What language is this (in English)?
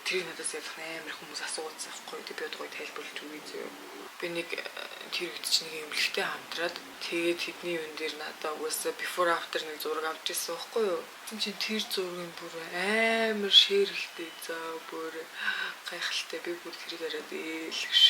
Mongolian